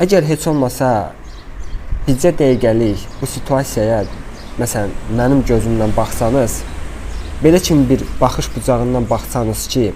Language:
Azerbaijani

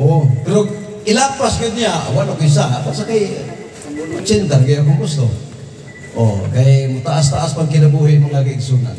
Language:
Cebuano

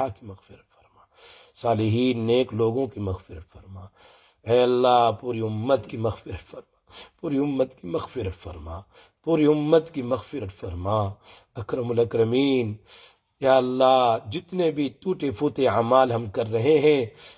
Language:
Urdu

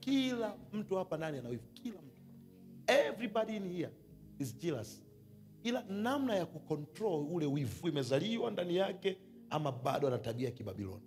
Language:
Swahili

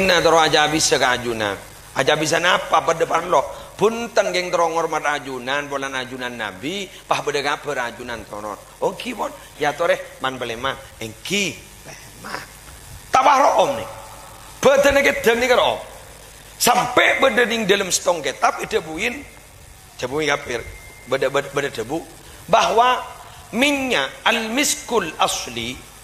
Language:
Madurese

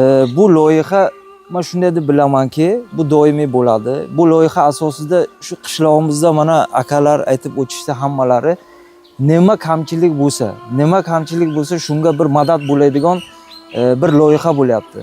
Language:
Uzbek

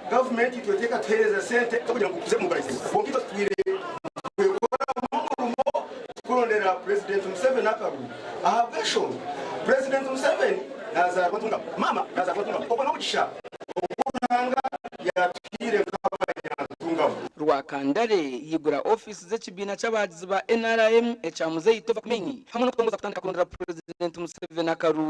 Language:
Nyankole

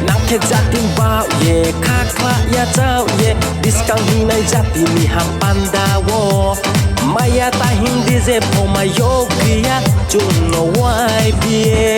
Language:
Riang (India)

